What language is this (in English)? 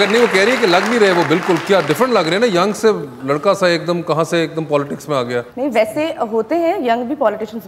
Hindi